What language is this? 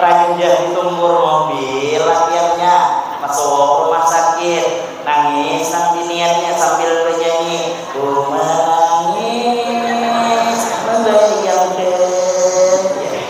Banjar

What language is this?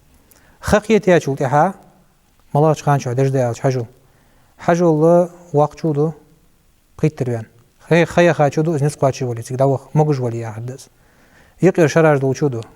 Ingush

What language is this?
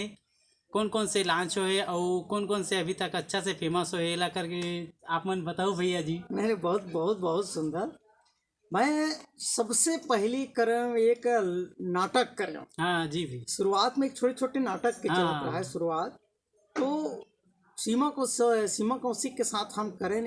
Chhattisgarhi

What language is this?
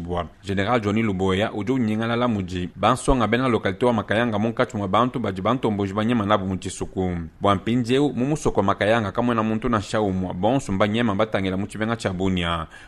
Luba-Lulua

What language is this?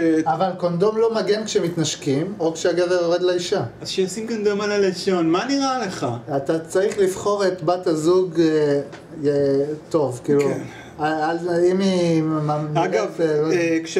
Hebrew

